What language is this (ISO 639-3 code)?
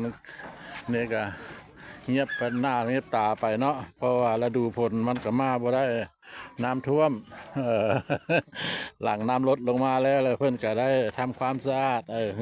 lao